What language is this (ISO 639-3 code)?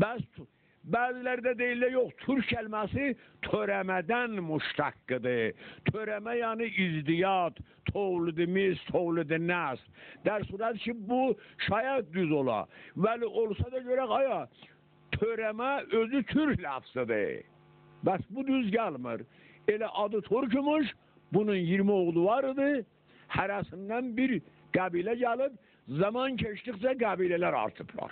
azb